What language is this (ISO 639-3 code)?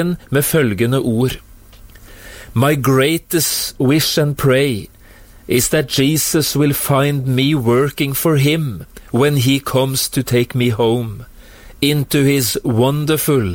nor